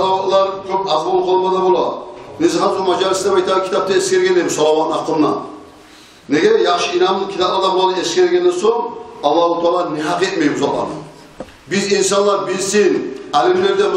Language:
Kumyk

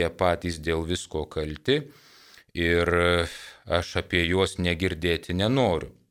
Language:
Lithuanian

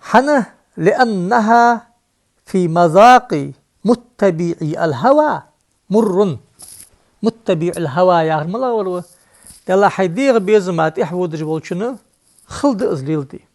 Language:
Ingush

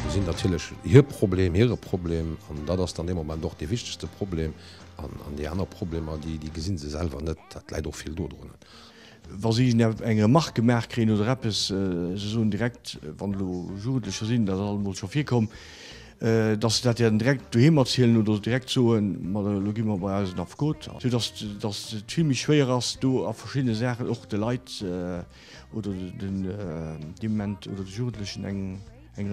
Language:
Luxembourgish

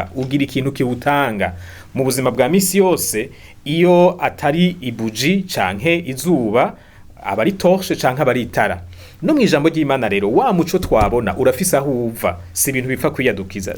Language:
Rundi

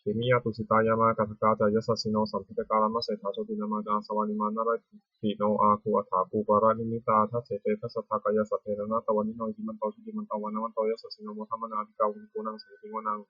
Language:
Pali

